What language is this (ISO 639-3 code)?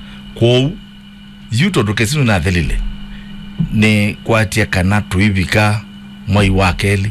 kam